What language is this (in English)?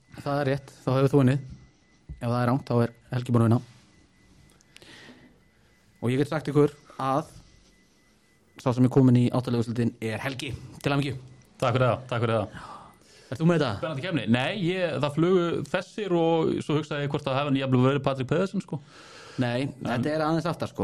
Icelandic